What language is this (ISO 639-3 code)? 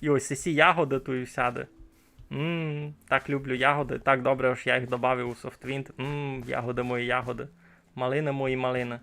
rue